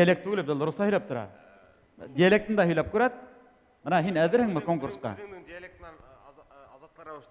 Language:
Bashkir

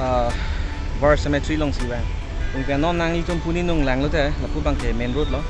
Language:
Karbi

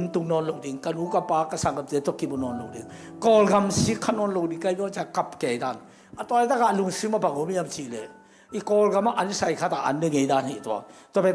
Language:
Tedim Chin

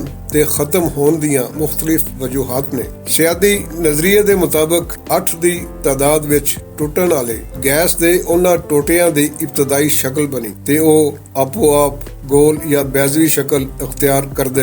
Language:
Western Panjabi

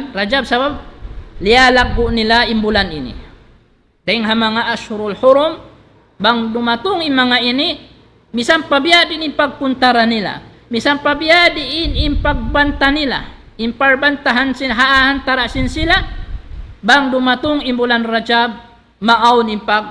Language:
Tausug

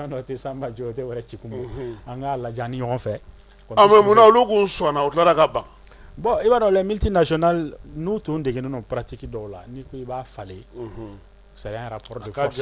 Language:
Bambara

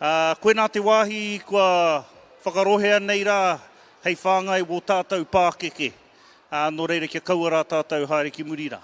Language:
Māori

